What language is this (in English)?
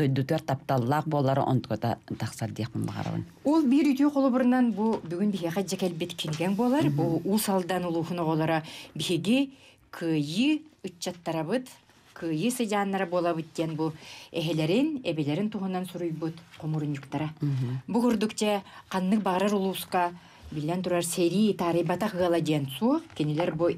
Yakut